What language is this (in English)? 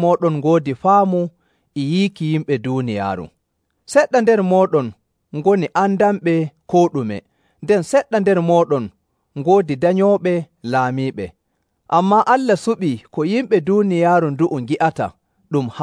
Nigerian Fulfulde